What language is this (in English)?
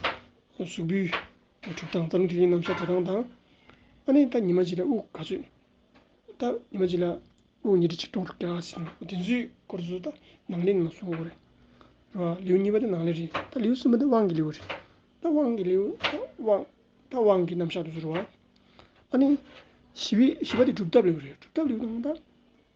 Tibetan